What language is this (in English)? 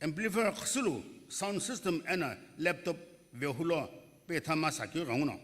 Sumi Naga